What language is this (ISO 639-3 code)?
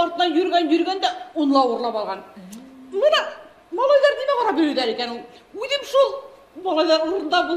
bak